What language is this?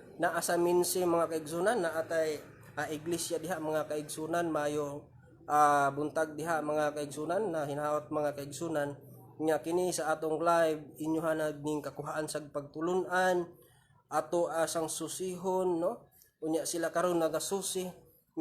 Cebuano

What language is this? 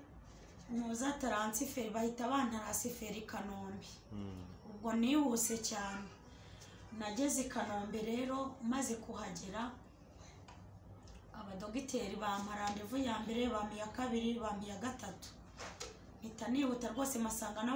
Kinyarwanda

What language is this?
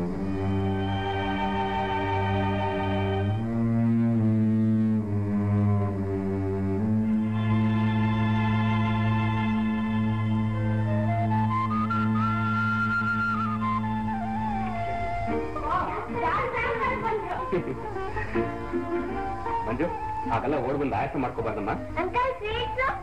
Kannada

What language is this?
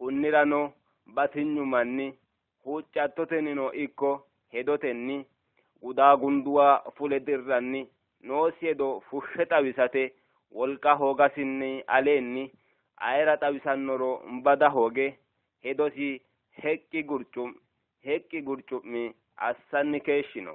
Sidamo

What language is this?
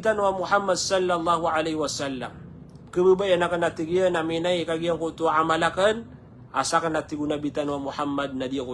Maranao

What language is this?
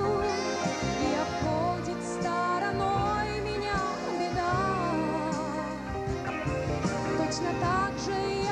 Russian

